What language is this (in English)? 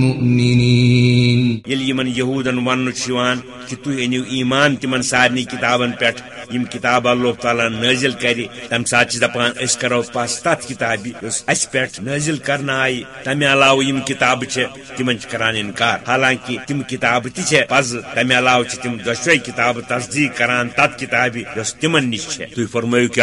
Kashmiri